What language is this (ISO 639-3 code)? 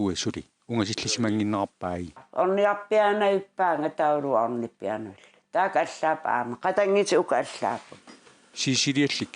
kal